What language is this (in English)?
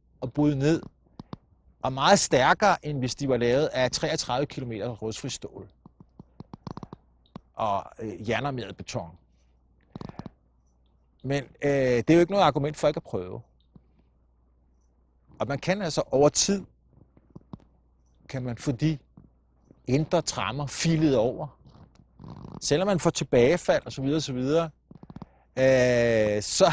Danish